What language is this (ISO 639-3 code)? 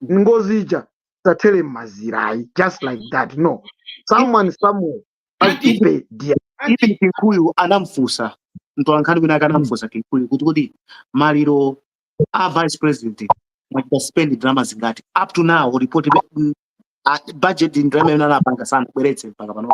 nya